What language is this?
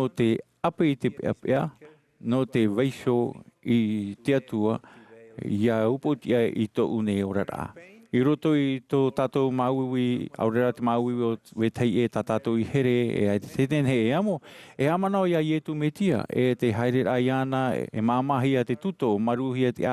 Tahitian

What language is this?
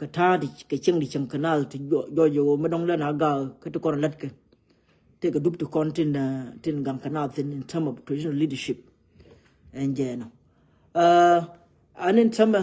Nuer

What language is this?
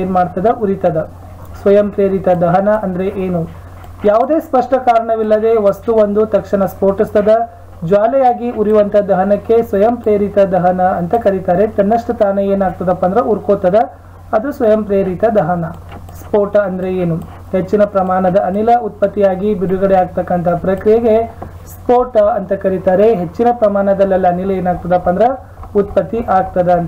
Kannada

